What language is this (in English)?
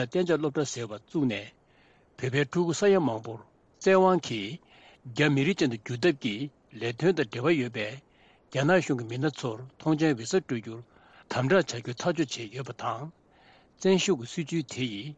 Tibetan